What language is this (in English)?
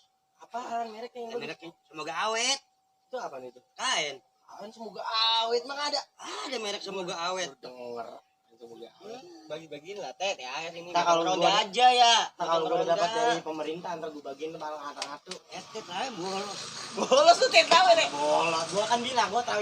Betawi